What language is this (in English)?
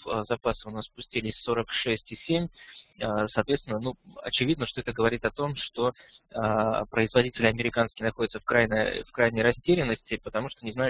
Russian